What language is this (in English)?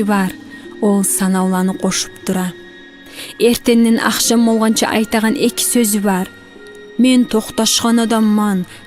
Kumyk